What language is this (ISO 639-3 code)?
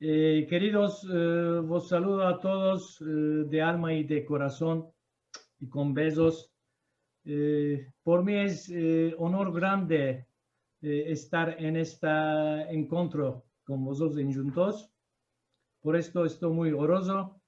lad